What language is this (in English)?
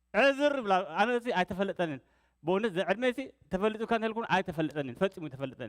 Tigrinya